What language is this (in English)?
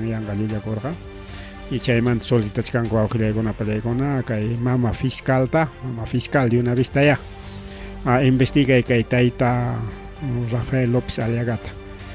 Ayacucho Quechua